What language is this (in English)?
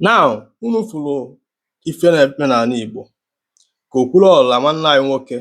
Igbo